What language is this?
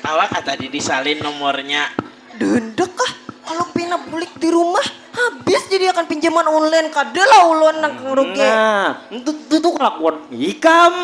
Banjar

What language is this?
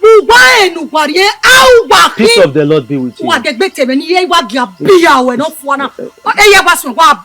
Bini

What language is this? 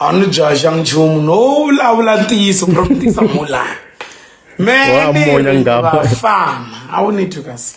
Tsonga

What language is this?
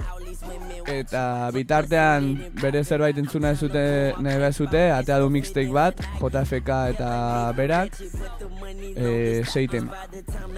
Basque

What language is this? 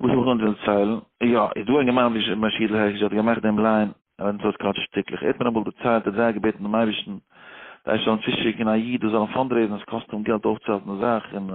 Yiddish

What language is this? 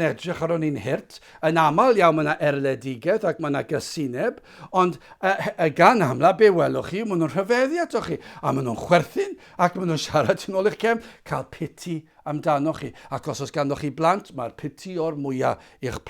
Welsh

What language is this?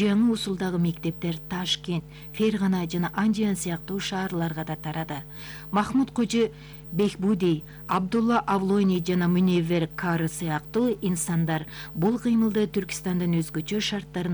Kyrgyz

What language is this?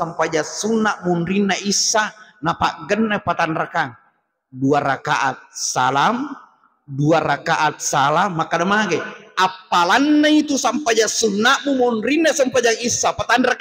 Buginese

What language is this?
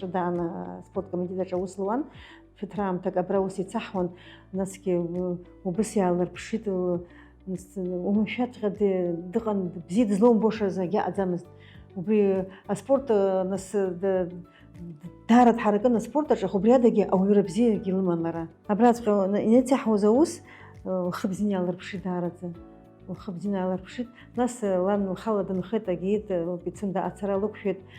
Abkhazian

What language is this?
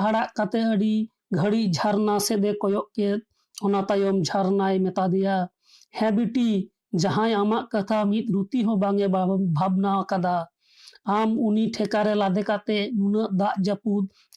Santali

